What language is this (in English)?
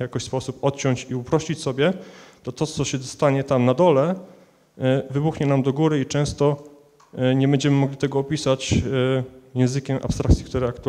Polish